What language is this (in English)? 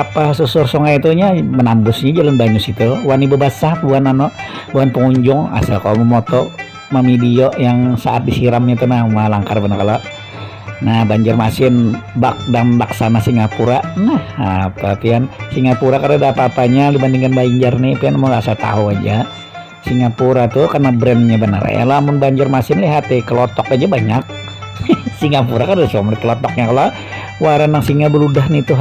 Banjar